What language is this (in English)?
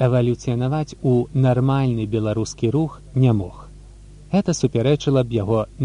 Belarusian